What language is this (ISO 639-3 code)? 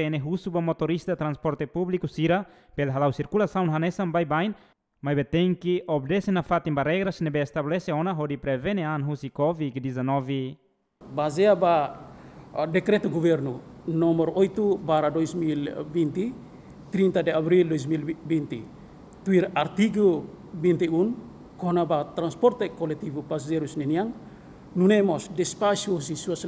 tet